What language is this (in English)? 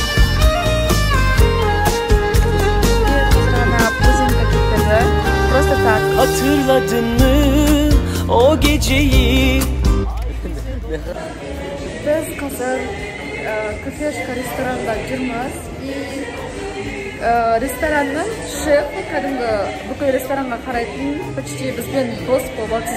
Kazakh